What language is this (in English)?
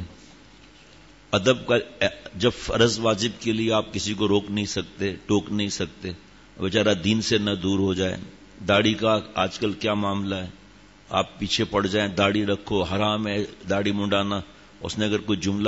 Urdu